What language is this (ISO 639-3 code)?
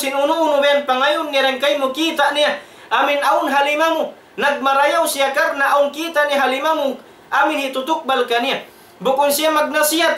tsg